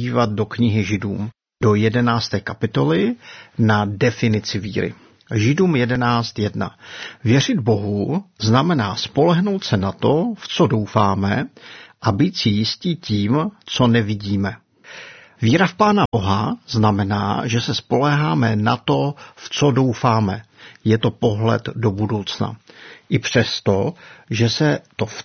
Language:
Czech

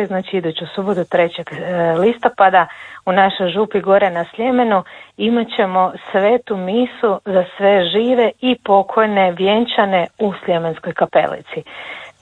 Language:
Croatian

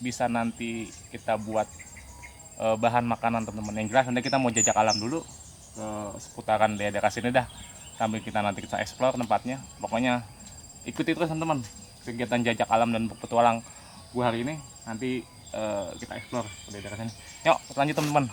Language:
Betawi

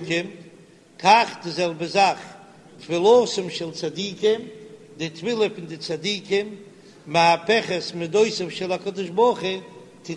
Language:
Yiddish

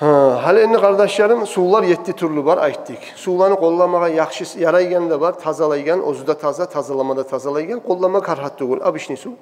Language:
Kumyk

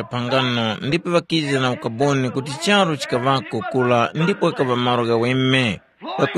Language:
Tumbuka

